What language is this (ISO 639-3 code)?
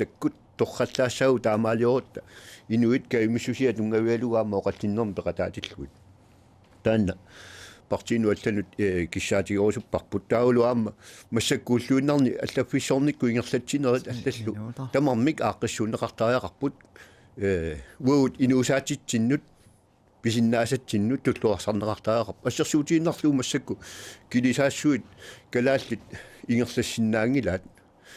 kal